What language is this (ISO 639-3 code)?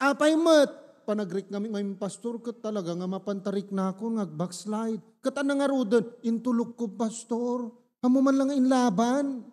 ilo